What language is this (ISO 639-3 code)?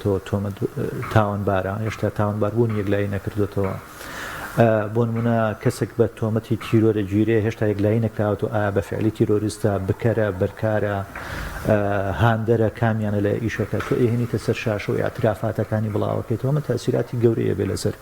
ckb